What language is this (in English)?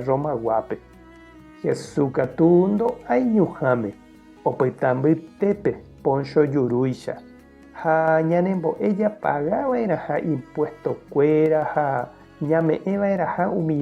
Guarani